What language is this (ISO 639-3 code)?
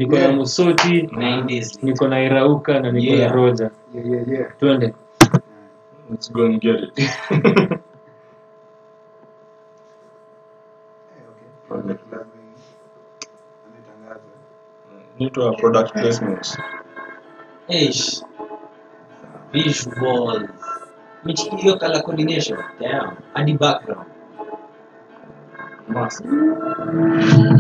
swa